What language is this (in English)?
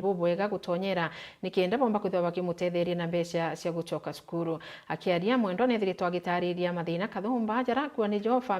Meru